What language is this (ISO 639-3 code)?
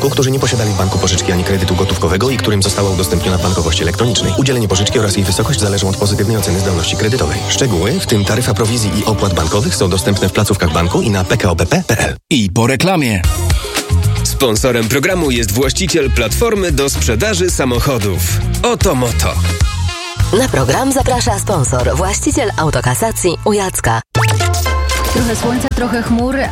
pol